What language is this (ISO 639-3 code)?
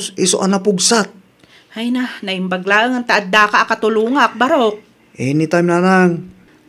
ilo